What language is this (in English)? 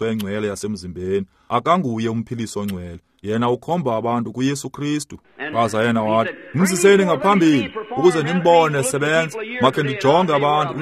Xhosa